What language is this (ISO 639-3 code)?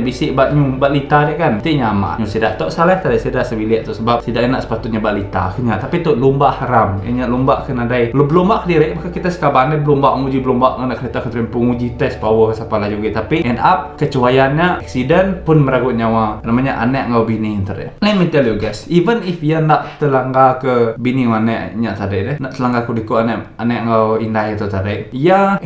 iba